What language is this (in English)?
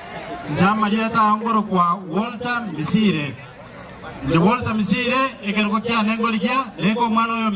Gusii